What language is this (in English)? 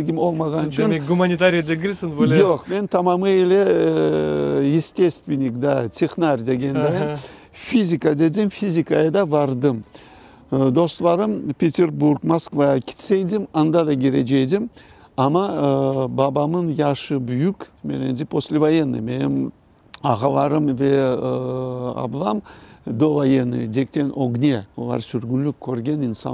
Crimean Tatar